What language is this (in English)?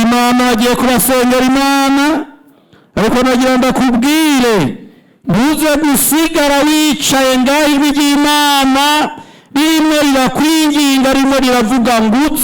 Rundi